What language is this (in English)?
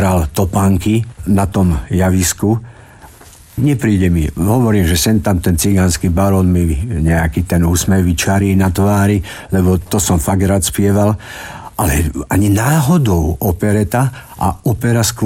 Slovak